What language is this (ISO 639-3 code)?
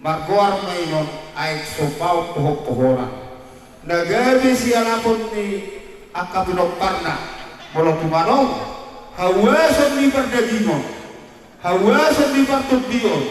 bbc